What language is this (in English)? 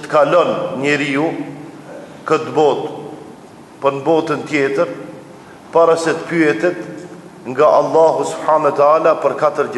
Albanian